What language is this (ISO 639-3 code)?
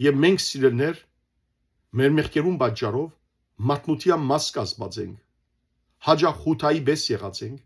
hyw